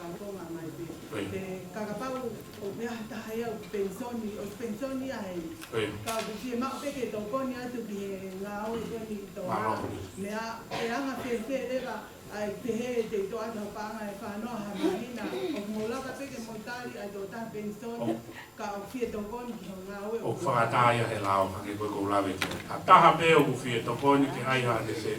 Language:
Tongan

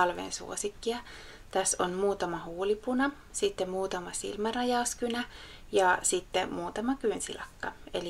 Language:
Finnish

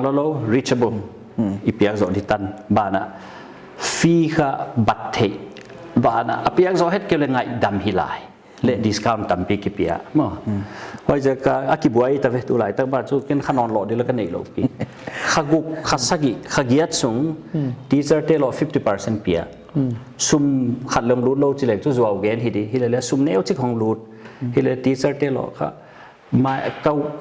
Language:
Paite Chin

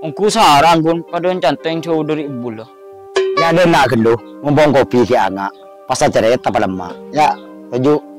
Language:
Madurese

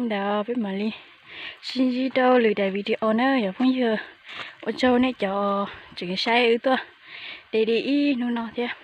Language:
Hmong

